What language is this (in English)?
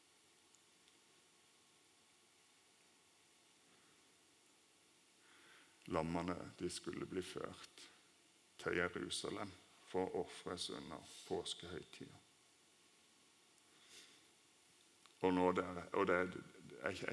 Norwegian